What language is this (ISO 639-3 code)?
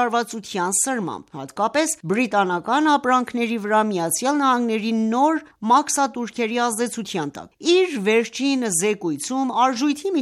hye